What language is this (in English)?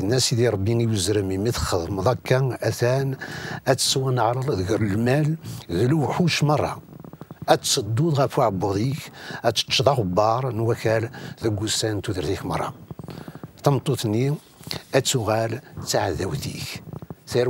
Kabyle